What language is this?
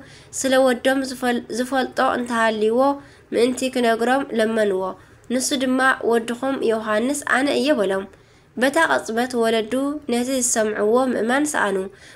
Tigrinya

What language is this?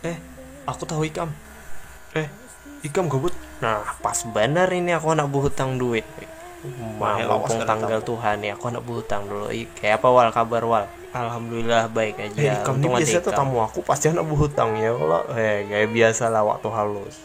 Banjar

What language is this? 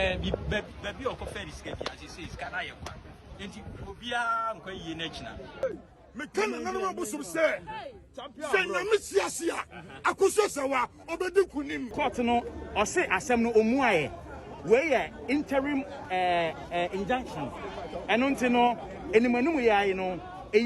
Akan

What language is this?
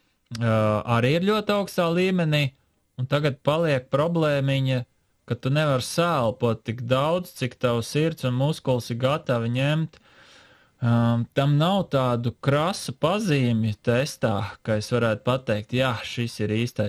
Latvian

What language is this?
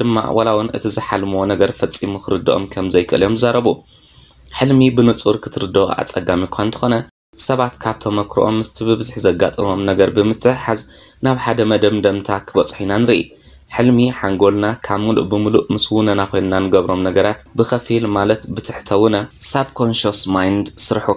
Tigrinya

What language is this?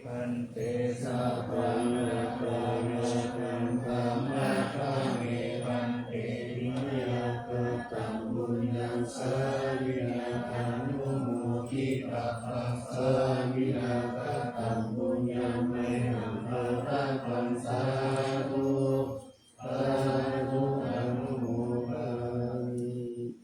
Pali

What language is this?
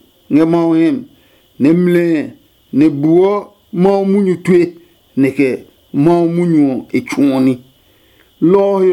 Adangme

